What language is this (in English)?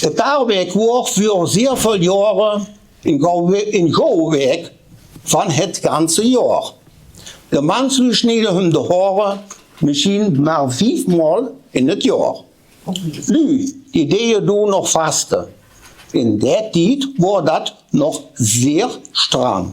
Limburgish